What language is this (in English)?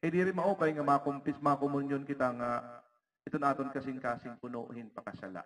Waray